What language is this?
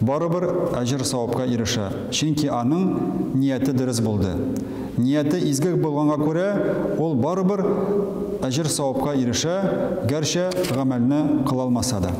Tatar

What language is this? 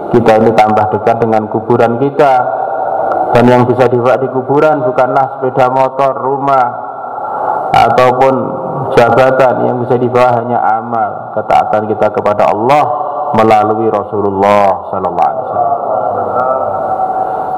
Indonesian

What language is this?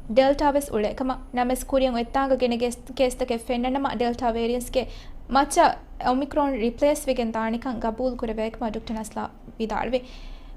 Divehi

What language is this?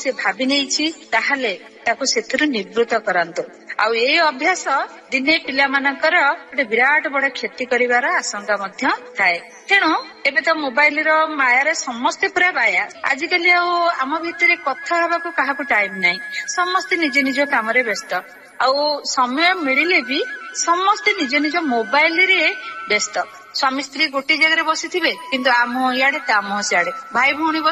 Odia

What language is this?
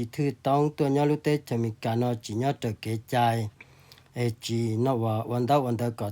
Hmong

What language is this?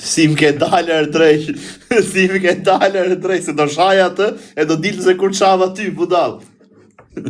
Albanian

